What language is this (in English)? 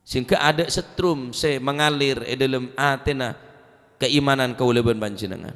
Madurese